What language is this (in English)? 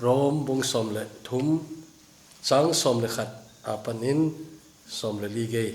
Thado Chin